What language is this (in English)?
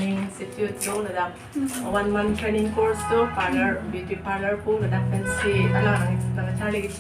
Karbi